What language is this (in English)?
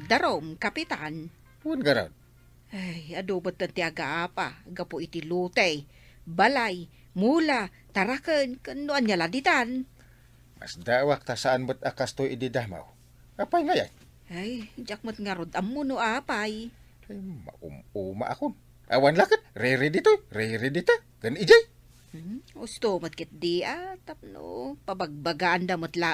Iloko